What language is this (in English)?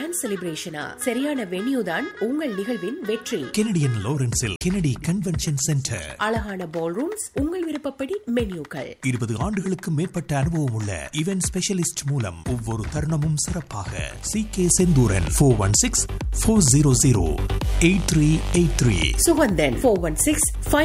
Tamil